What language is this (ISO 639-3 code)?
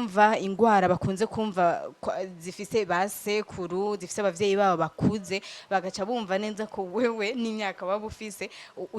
run